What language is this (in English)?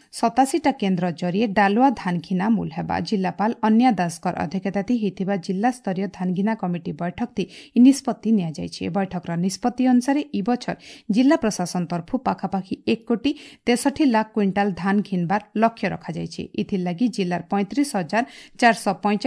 Odia